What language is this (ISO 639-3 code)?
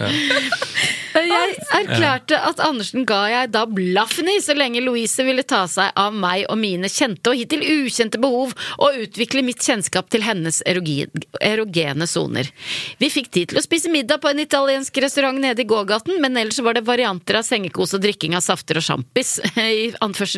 nor